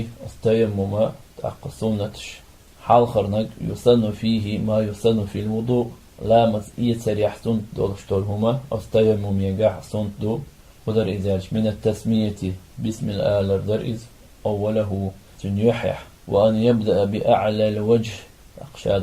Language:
Chechen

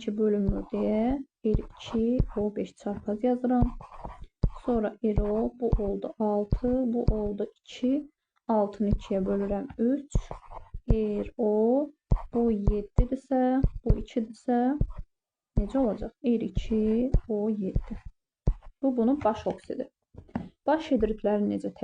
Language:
Azerbaijani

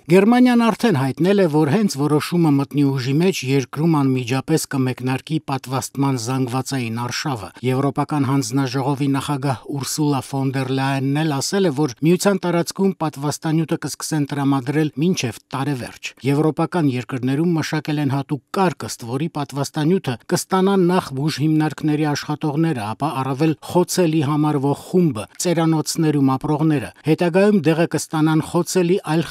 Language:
Armenian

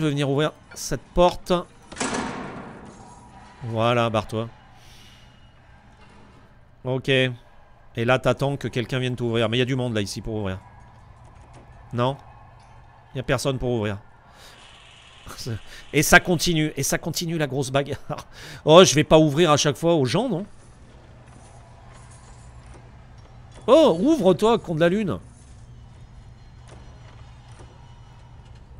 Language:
French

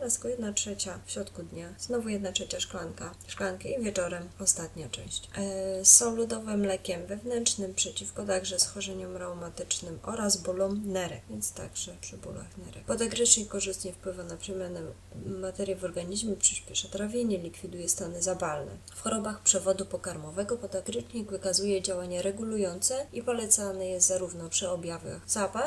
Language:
Polish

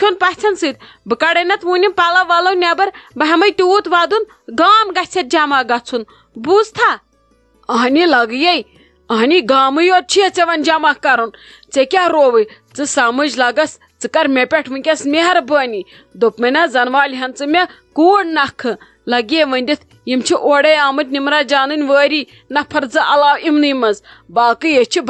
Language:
Kashmiri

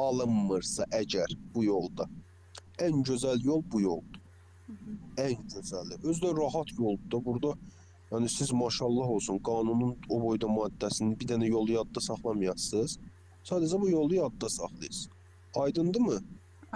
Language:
Azerbaijani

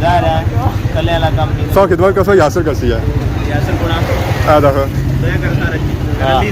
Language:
Pahari-Potwari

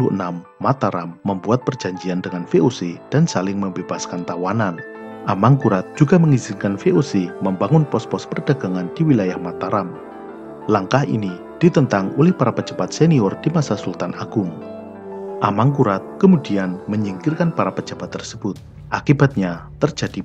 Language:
Indonesian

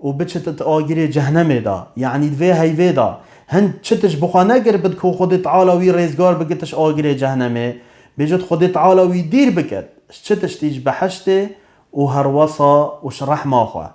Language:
Kurdish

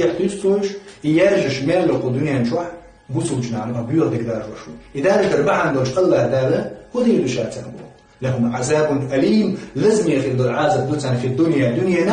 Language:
Chechen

